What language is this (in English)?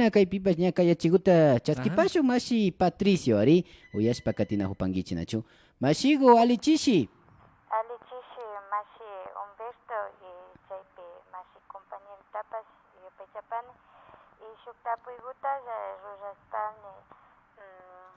Imbabura Highland Quichua